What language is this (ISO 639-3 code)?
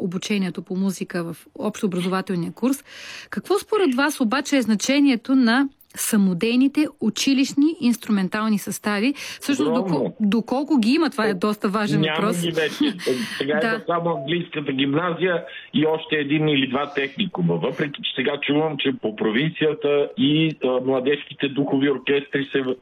bul